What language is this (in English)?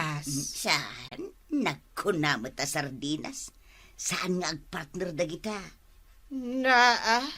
Iloko